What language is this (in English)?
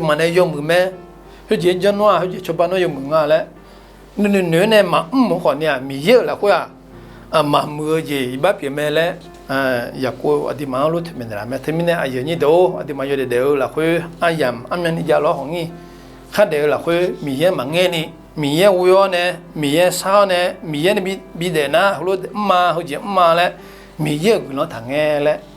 Akha